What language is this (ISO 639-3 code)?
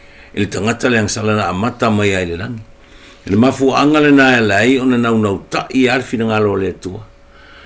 smo